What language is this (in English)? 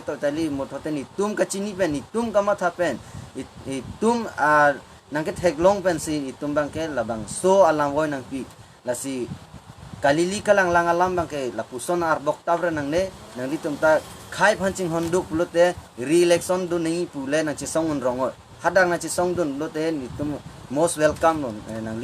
Karbi